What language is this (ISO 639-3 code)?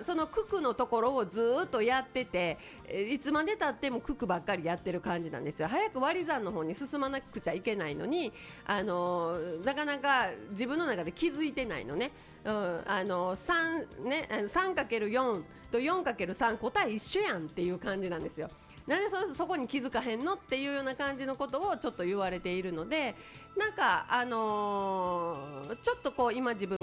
jpn